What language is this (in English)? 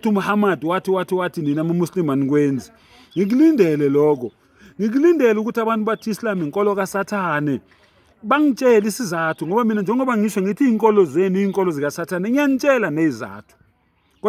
Zulu